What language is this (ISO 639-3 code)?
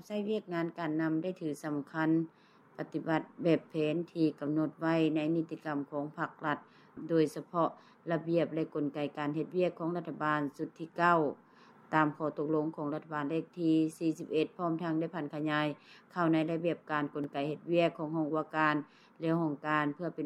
lao